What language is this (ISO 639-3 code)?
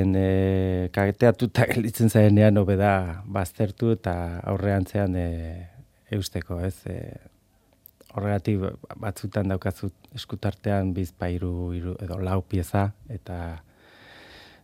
eus